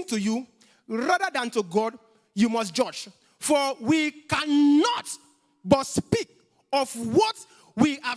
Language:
English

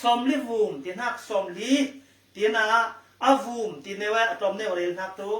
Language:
Falam Chin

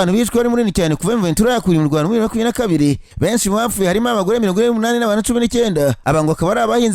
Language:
Kinyarwanda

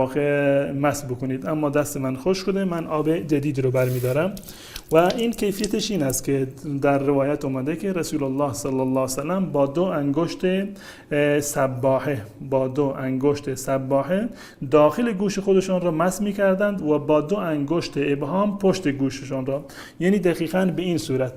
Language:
Persian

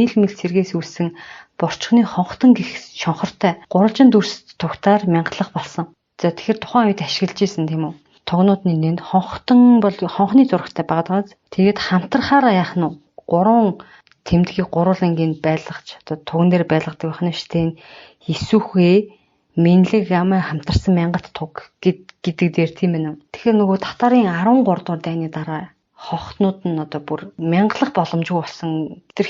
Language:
Mongolian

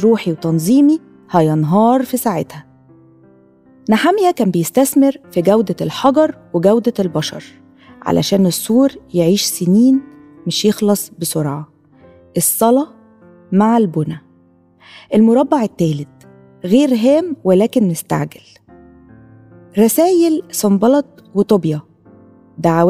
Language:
Egyptian Arabic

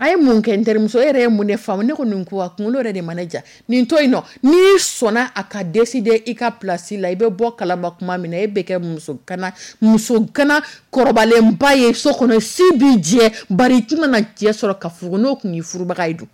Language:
Dyula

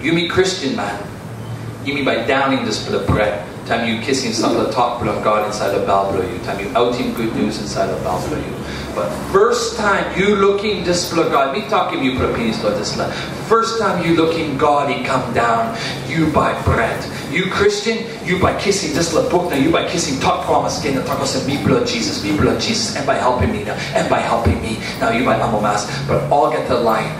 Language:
Tok Pisin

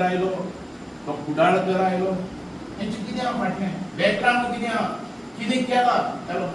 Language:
Konkani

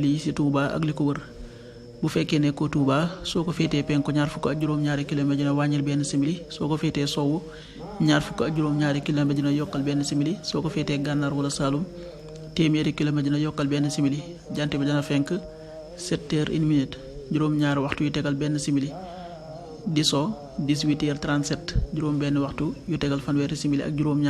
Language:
Wolof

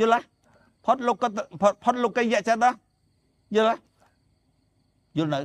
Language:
Khmer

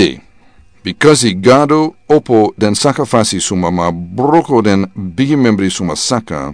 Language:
Sranan Tongo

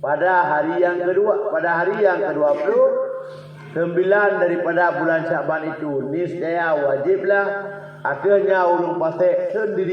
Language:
Achinese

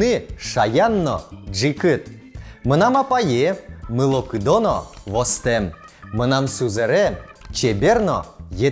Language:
Udmurt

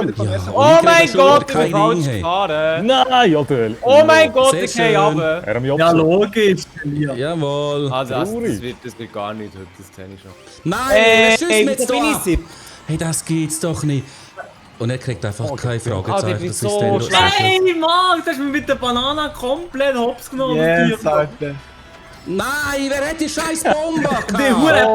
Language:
Swiss German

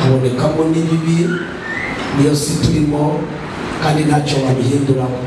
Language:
Kinyarwanda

